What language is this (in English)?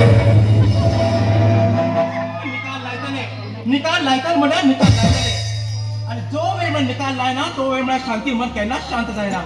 Konkani